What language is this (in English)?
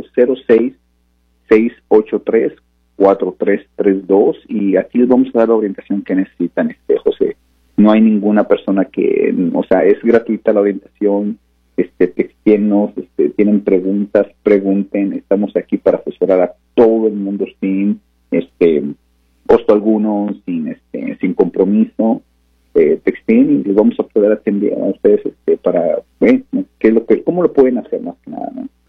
Spanish